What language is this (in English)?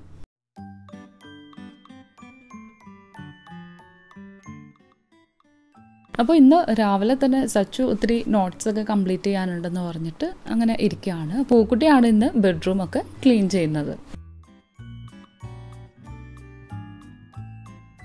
Malayalam